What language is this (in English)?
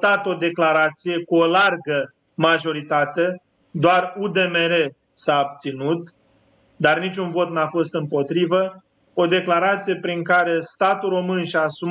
Romanian